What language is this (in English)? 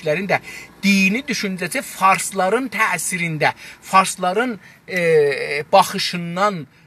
South Azerbaijani